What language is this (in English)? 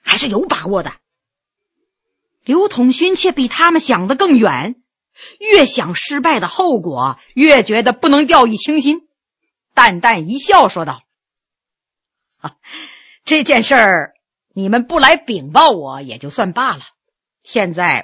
Chinese